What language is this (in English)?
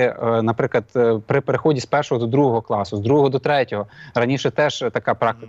Ukrainian